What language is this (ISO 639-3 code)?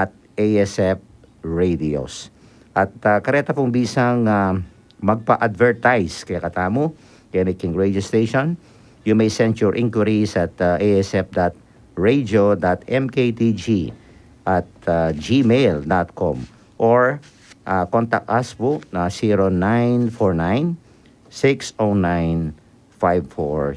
pam